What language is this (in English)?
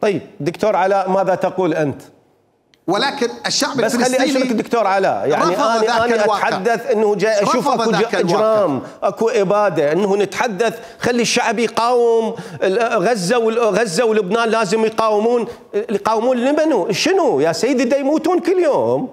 Mesopotamian Arabic